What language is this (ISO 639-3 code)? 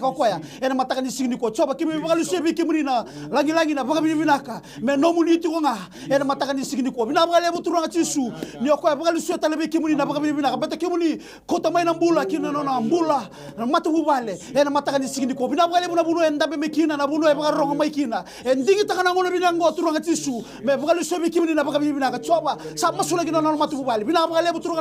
fij